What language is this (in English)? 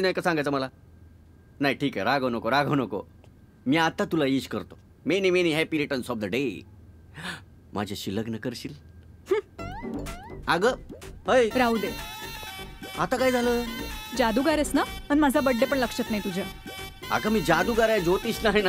Marathi